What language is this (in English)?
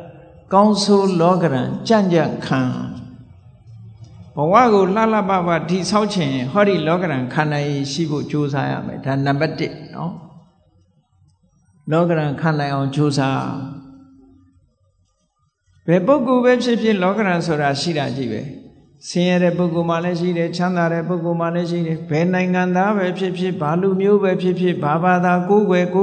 Burmese